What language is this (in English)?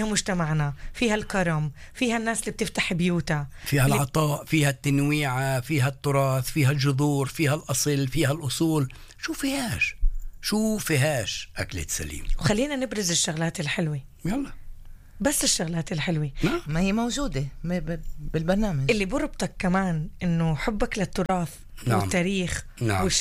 North Levantine Arabic